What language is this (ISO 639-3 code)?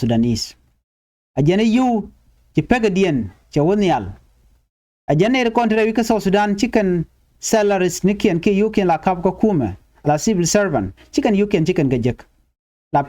nus